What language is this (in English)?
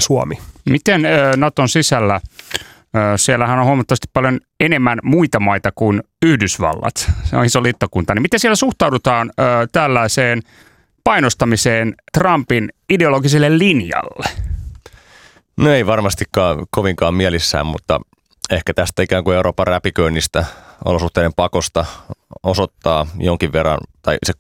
Finnish